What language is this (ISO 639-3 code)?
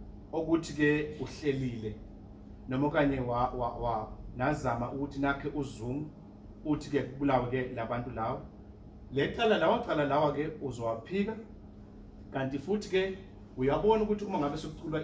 zul